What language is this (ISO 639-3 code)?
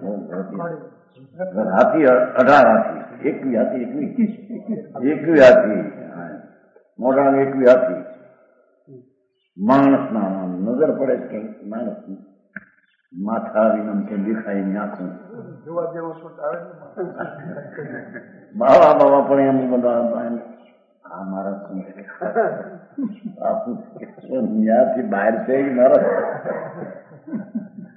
guj